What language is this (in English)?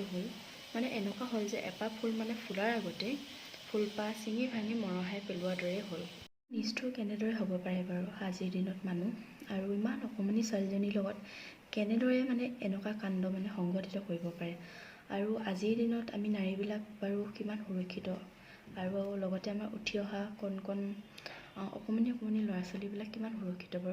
Assamese